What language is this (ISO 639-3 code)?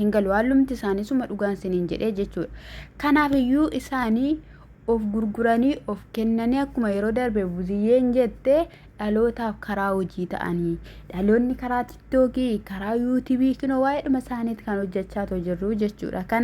orm